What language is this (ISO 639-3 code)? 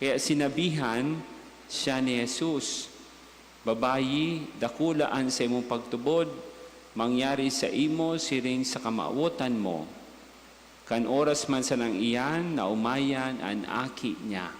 bik